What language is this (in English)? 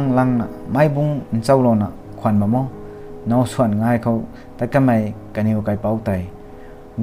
Rongmei Naga